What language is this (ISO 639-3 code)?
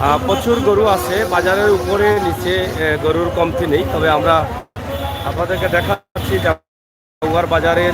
syl